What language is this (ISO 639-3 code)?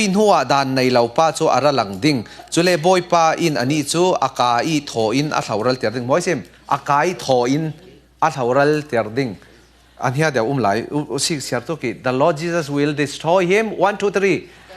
cfm